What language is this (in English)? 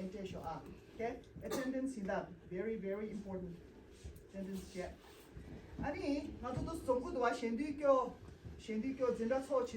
Tibetan